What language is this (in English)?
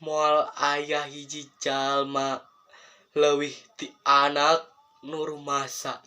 Sundanese